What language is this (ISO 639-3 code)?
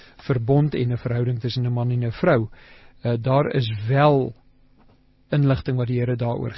afr